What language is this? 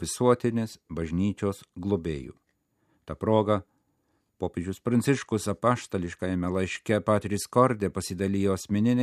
Lithuanian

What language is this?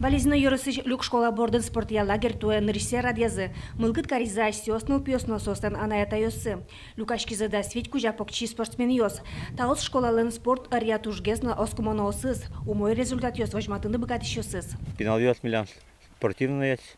Udmurt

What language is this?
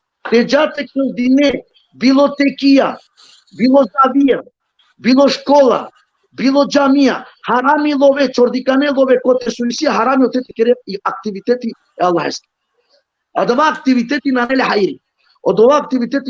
Balkan Romani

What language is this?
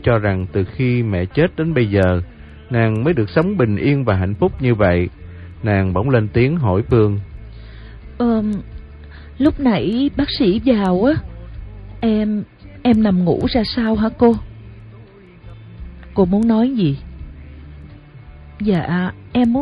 Vietnamese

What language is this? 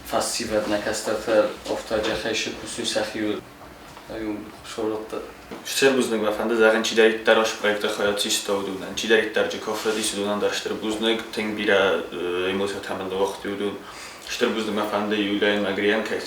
Ossetic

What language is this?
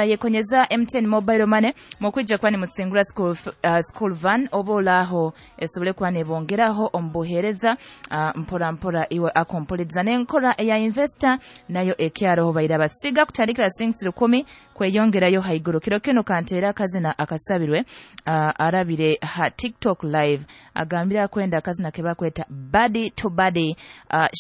Nyoro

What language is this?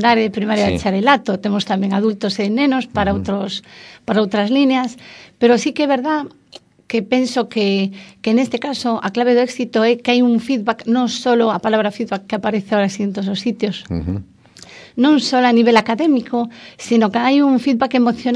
Galician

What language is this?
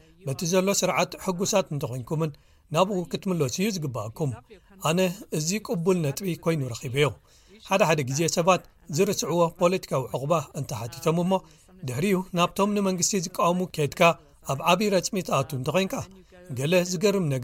Tigrinya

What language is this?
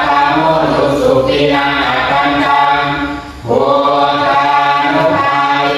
Pali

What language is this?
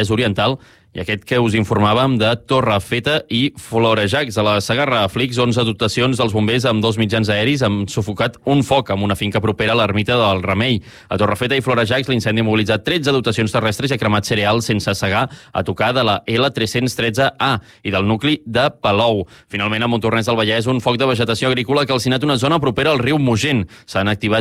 Catalan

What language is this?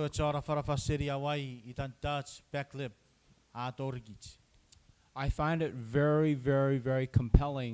Chuukese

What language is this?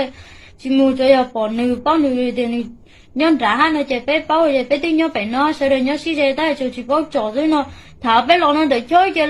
Hmong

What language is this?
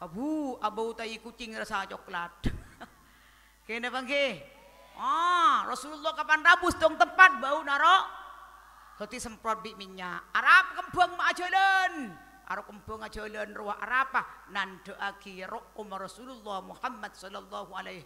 Madurese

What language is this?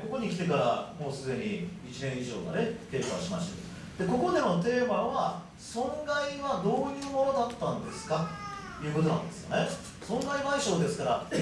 Japanese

